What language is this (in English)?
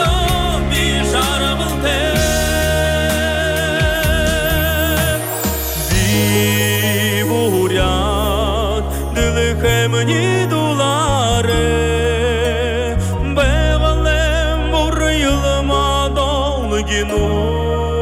Buriat